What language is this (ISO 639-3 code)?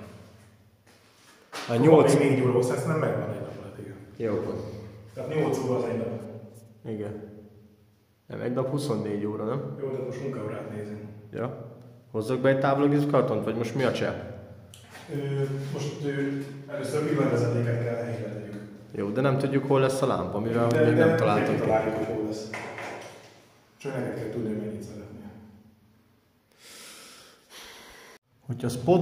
hun